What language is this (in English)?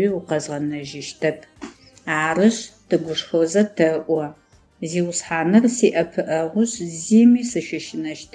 Adyghe